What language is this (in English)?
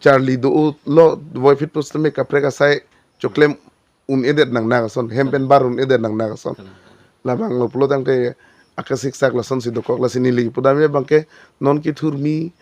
Karbi